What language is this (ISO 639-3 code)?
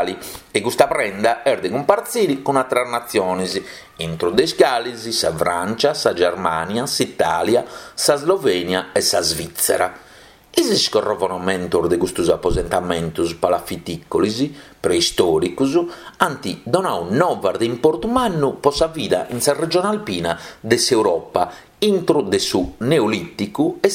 srd